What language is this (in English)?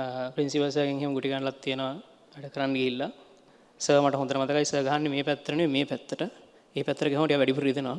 Sinhala